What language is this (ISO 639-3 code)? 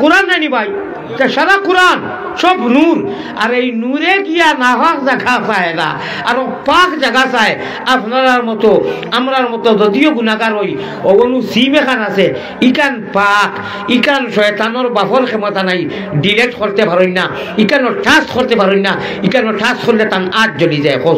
syl